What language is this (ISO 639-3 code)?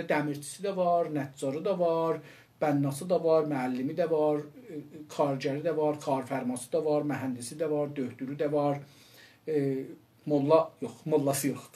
azb